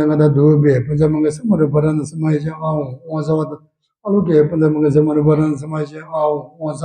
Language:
Tibetan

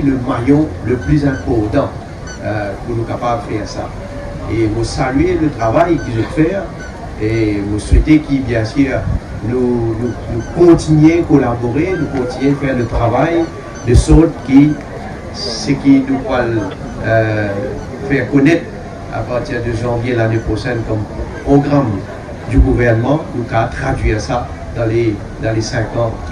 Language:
Morisyen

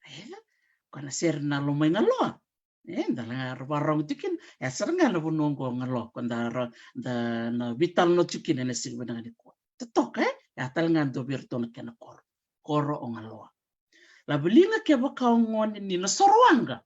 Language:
Fijian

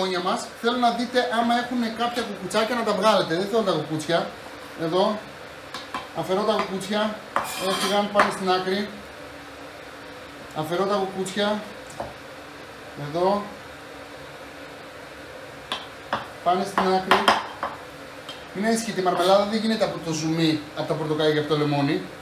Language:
Greek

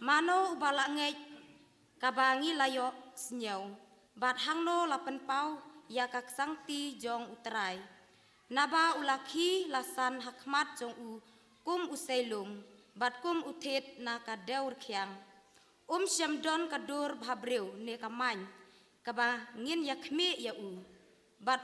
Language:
Khasi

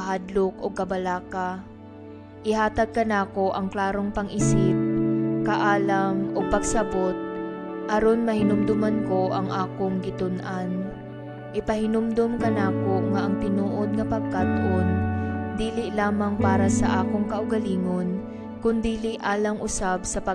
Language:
Cebuano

